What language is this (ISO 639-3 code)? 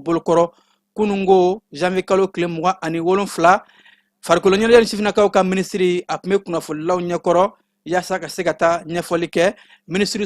bam